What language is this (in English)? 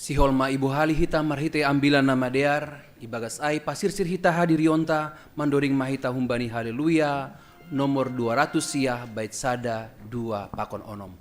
Batak Simalungun